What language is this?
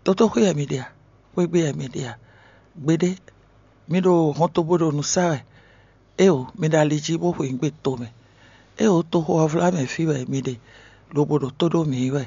Fon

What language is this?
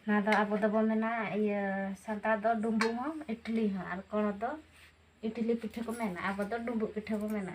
Santali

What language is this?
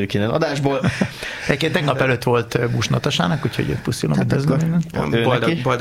Hungarian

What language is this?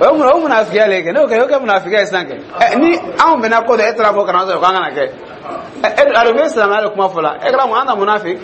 Dyula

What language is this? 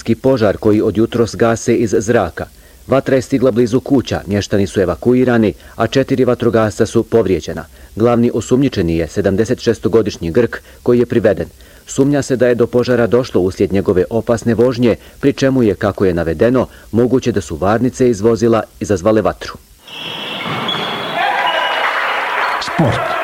Bosnian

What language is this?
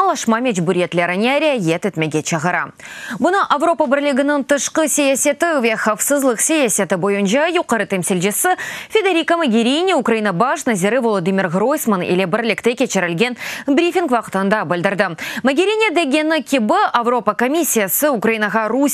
Crimean Tatar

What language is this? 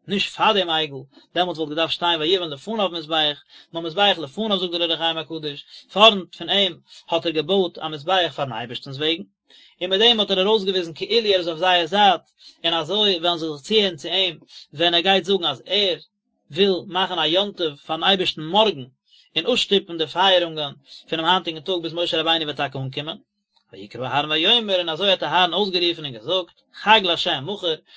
Yiddish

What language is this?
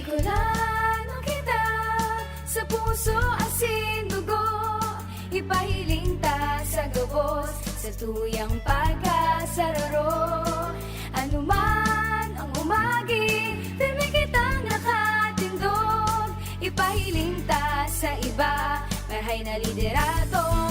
Bikol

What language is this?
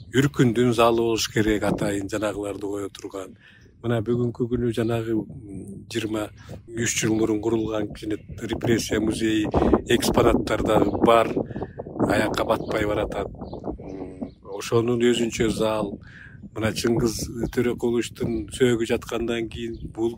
Kyrgyz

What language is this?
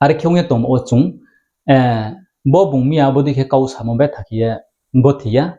Riang (India)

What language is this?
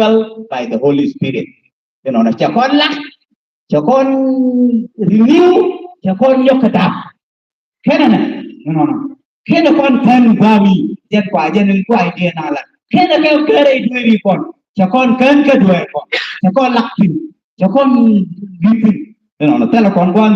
Nuer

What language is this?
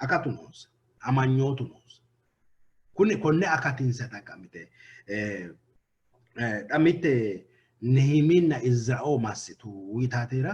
Sidamo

